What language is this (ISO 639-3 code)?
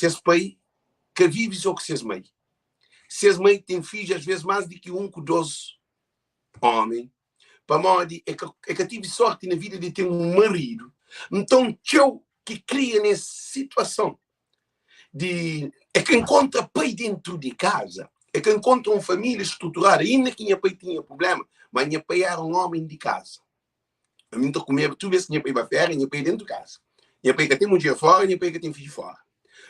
kea